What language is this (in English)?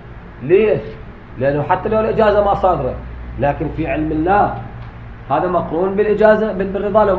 Mesopotamian Arabic